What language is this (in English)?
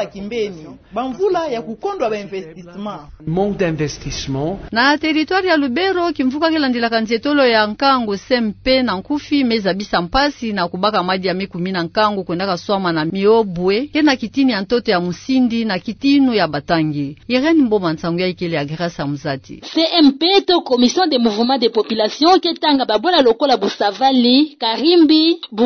Kituba (Democratic Republic of Congo)